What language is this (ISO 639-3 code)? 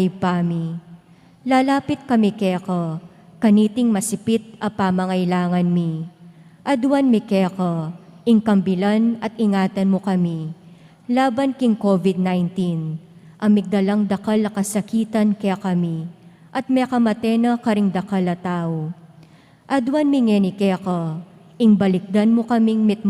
pam